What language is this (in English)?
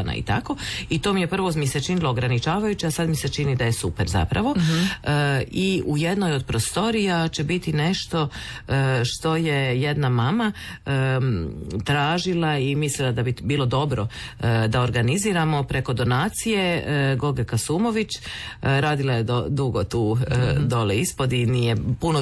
Croatian